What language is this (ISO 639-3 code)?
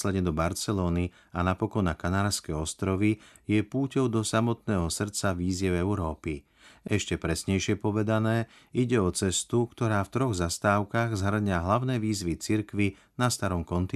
slk